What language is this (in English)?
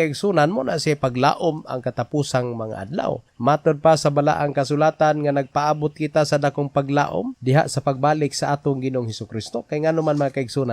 Cebuano